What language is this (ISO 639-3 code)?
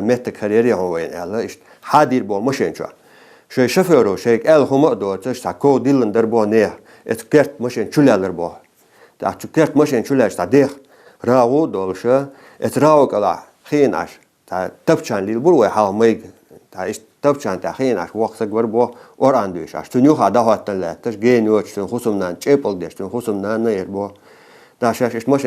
inh